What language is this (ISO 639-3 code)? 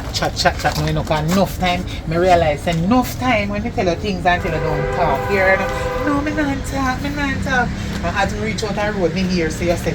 jam